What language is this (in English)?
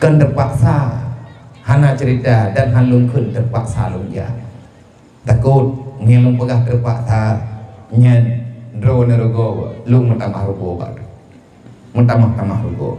Achinese